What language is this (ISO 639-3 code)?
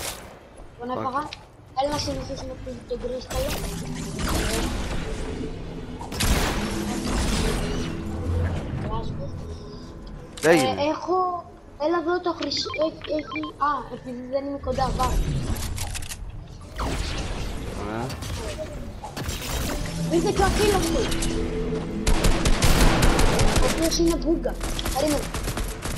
ell